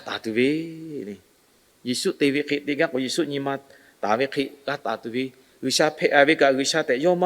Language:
Lahu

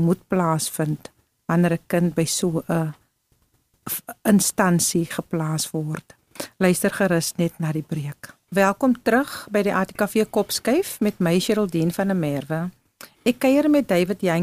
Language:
Afrikaans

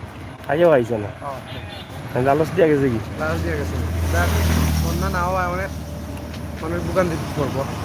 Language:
Sylheti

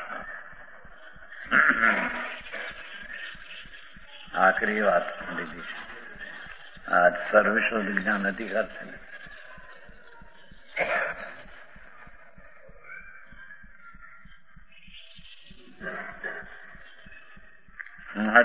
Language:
Gujarati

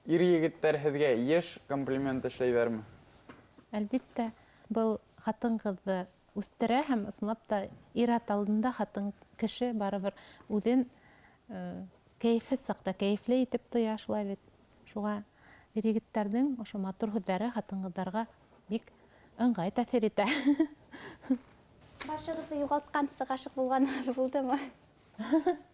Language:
Bashkir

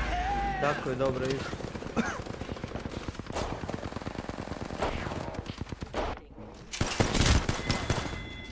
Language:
Croatian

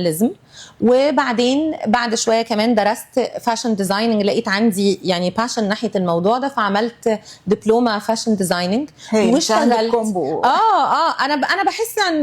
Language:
Egyptian Arabic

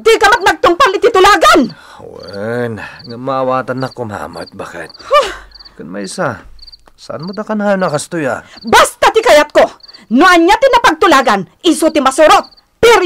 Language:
Iloko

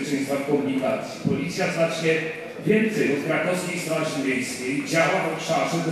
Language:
Polish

